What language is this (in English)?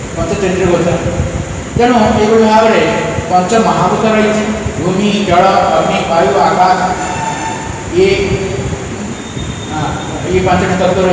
Odia